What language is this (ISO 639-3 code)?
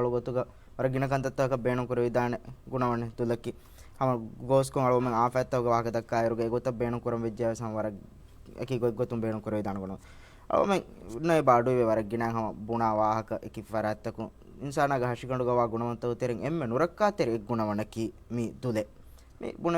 div